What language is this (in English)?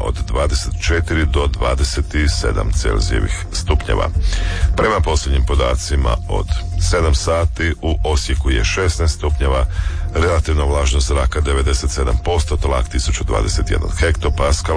Croatian